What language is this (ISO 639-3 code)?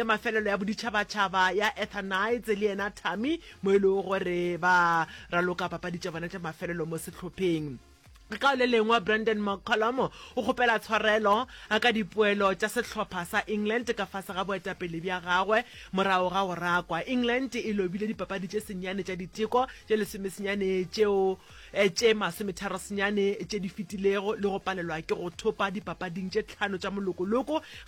nso